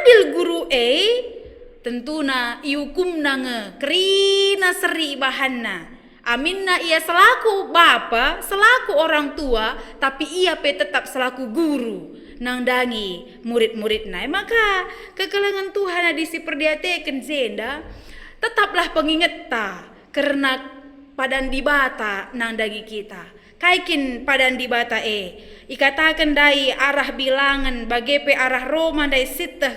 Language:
Batak Karo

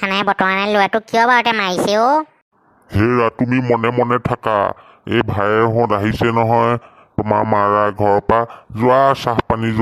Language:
Assamese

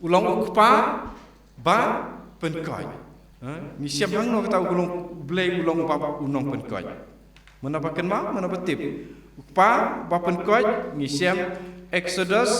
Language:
Khasi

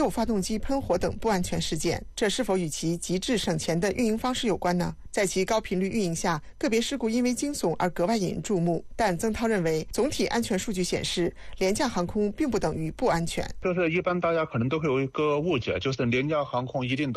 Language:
Chinese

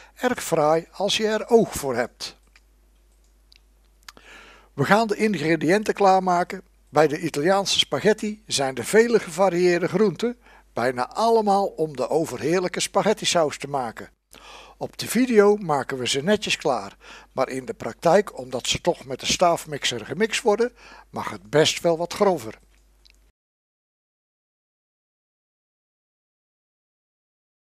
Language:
Dutch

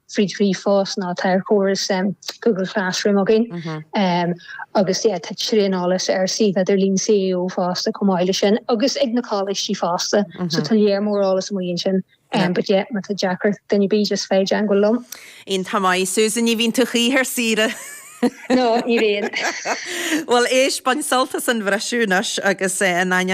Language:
Irish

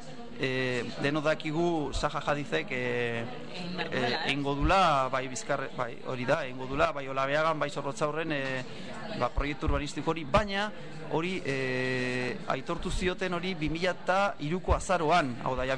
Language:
Basque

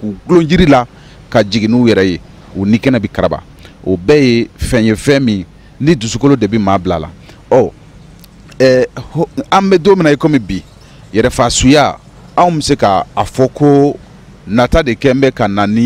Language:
Bambara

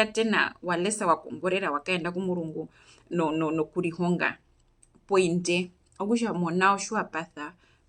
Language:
Herero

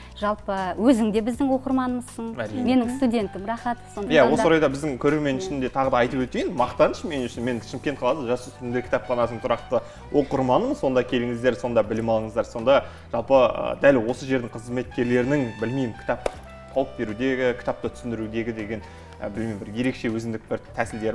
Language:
Kazakh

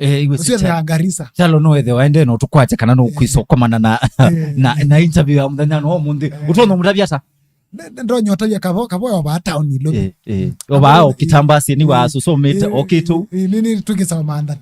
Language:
Kamba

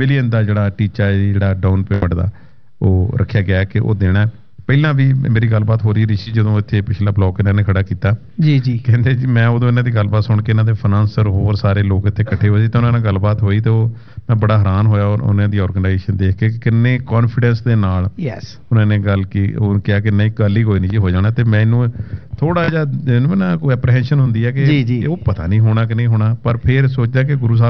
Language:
Punjabi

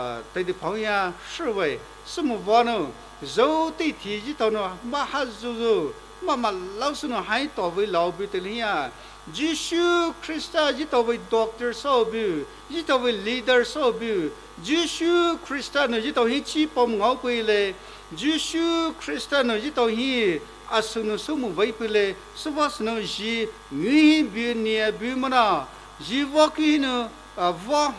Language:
Poumei Naga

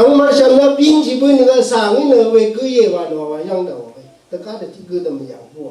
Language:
Rawang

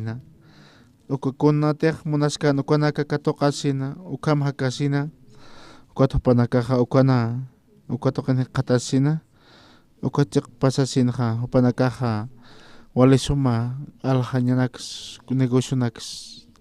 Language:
Aymara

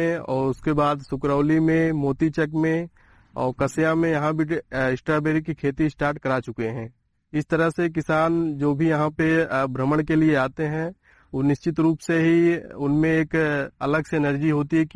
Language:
Hindi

